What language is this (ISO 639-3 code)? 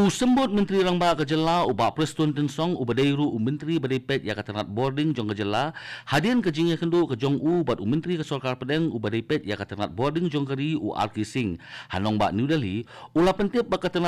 kha